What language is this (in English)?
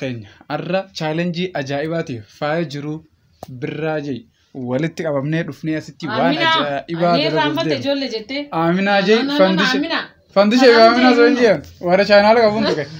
Oromo